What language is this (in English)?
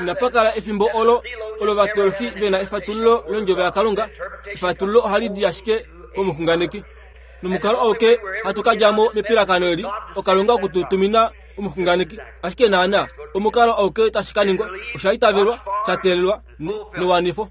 Kuanyama